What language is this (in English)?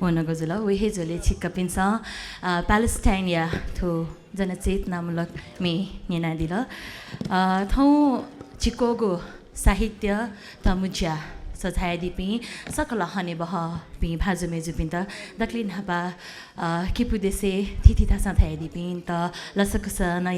Newari